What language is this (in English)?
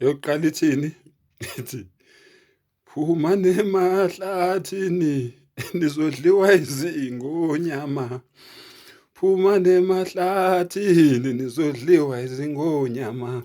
Zulu